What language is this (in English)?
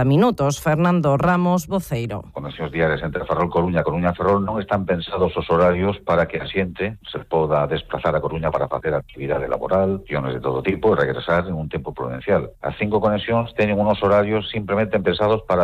Galician